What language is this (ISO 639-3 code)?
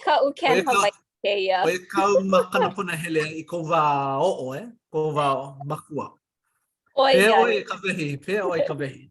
haw